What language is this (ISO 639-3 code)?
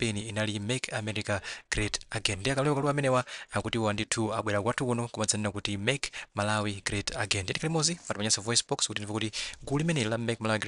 nya